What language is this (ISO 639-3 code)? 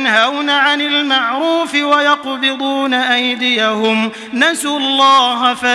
ara